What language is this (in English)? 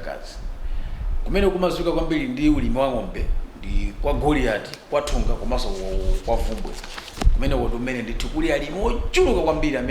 Nyanja